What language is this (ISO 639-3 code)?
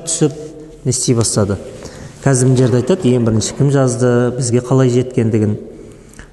kaz